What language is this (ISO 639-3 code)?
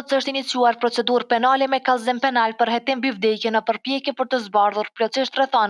sqi